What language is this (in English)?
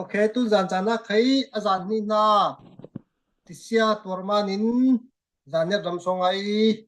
Falam Chin